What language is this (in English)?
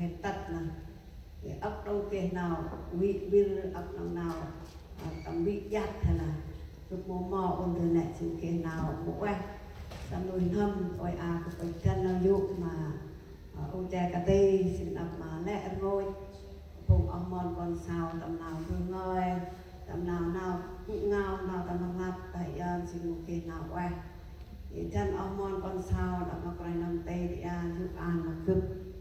Central Mnong